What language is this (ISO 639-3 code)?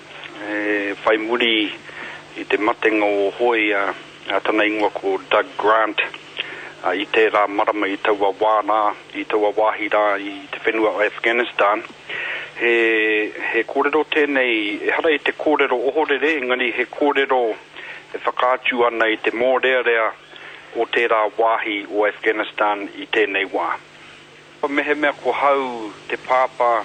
mri